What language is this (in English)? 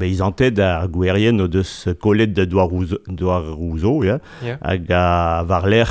Breton